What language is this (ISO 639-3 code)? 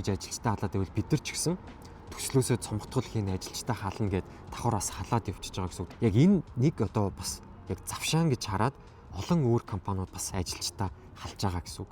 mon